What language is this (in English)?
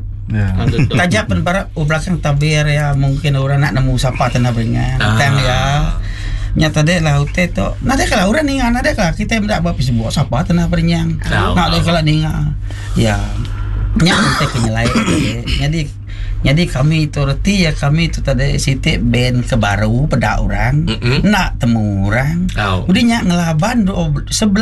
Iban